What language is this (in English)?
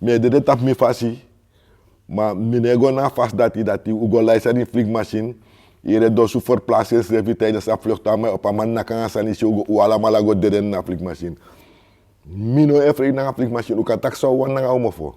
Sranan Tongo